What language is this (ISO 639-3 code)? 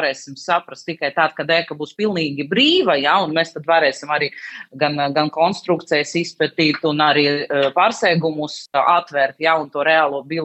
lav